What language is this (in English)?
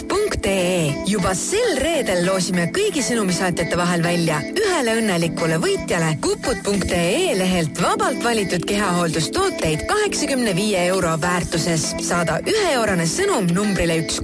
Estonian